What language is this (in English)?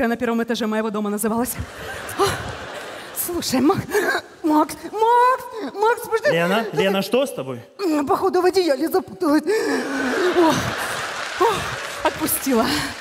Russian